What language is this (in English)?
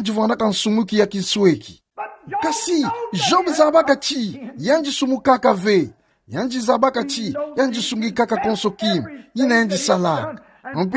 Kituba (Democratic Republic of Congo)